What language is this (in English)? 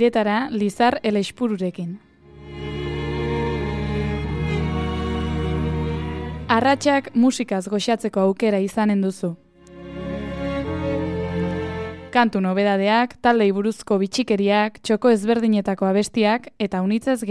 Basque